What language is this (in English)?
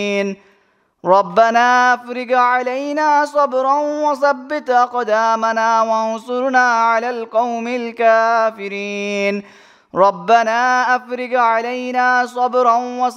Arabic